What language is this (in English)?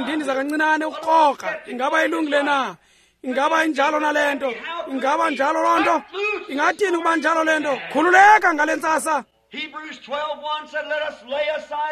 Xhosa